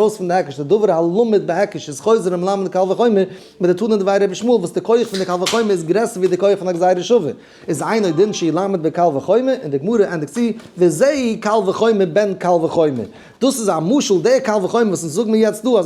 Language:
Yiddish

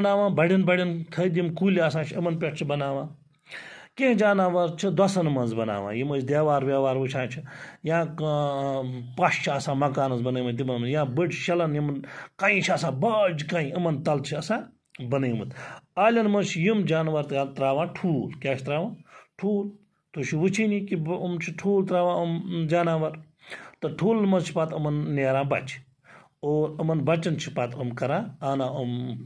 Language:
Kashmiri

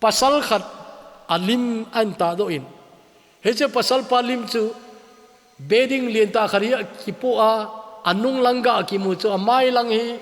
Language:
Thado Chin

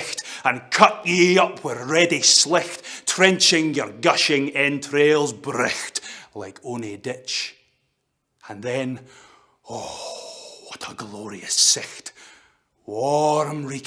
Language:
Scots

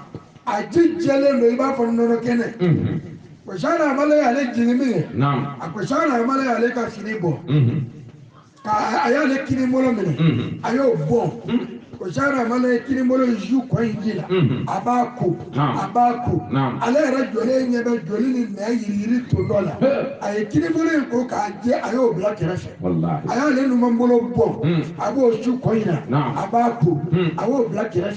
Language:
Bambara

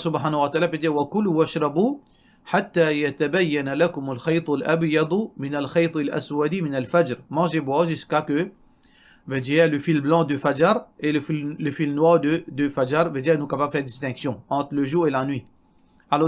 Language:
Morisyen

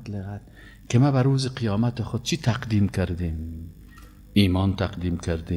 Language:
Persian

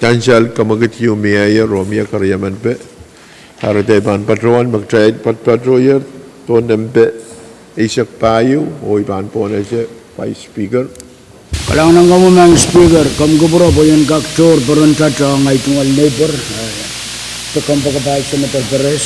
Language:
Pohnpeian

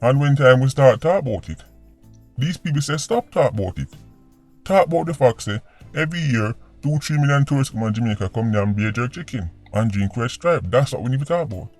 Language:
Jamaican Creole English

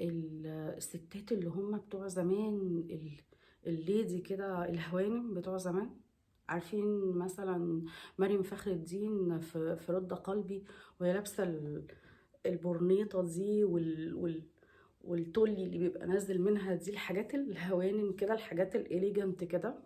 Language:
Egyptian Arabic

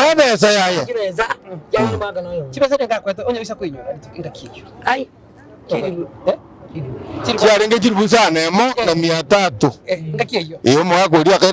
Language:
Gusii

